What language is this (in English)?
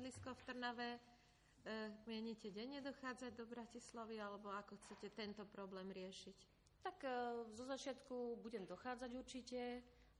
Slovak